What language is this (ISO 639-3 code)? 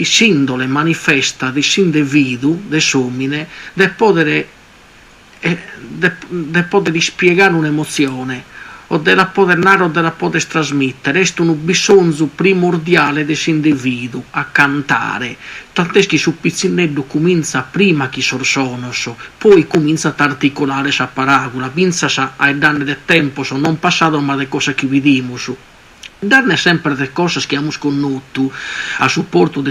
srd